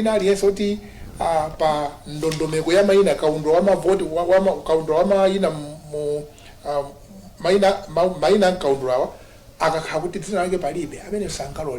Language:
Nyanja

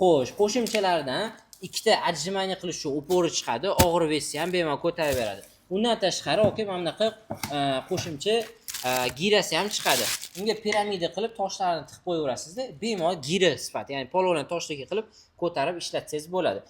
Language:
Uzbek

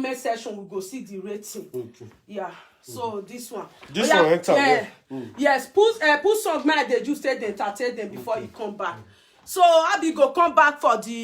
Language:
Nigerian Pidgin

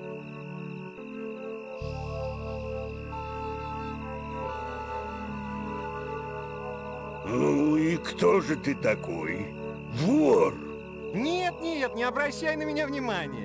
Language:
Russian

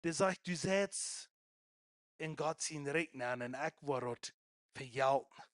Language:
Plautdietsch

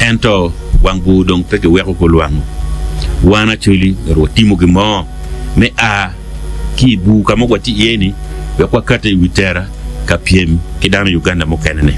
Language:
Acoli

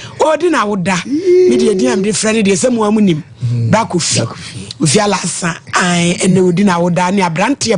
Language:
Akan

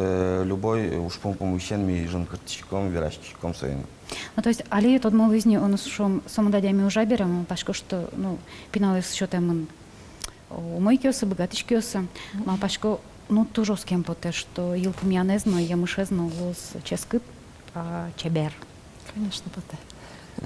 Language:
Udmurt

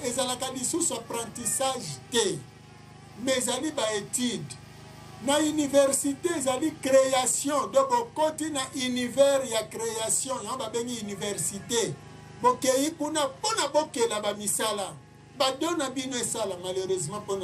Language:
Lingala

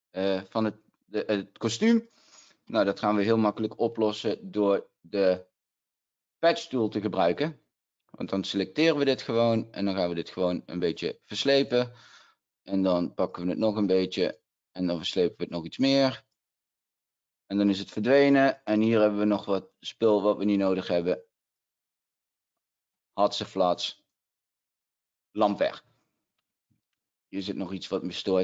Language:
Dutch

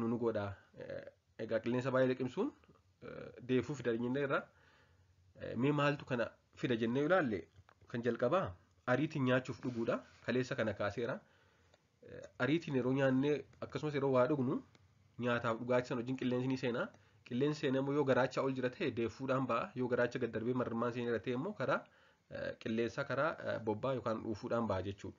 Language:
Oromo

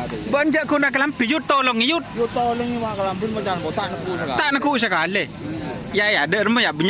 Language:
Madurese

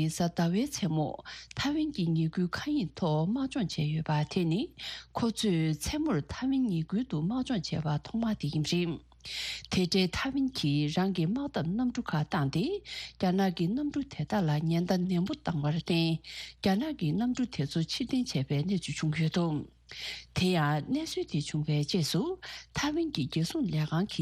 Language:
Tibetan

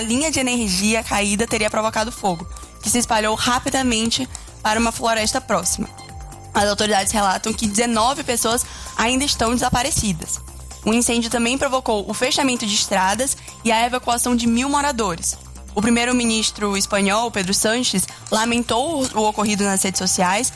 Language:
Portuguese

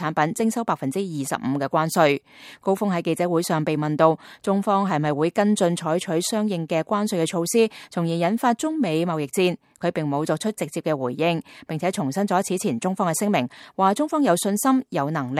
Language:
Cantonese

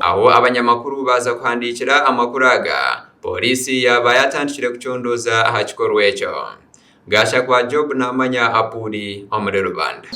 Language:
Nyankole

